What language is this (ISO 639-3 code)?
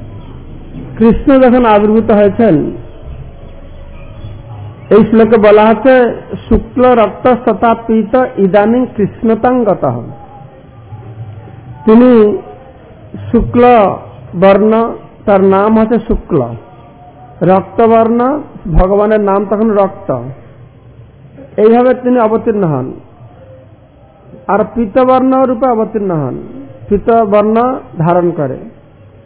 ben